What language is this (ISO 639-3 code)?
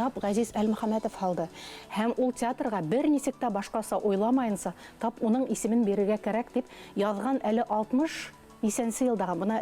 bak